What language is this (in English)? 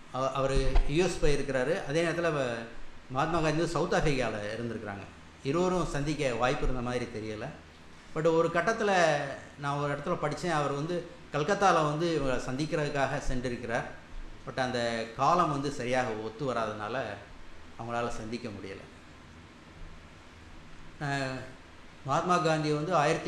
Tamil